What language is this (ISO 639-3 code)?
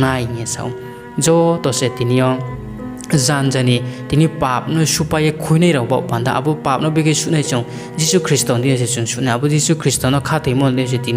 ria